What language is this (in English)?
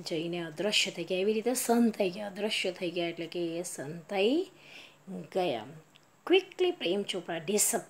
Gujarati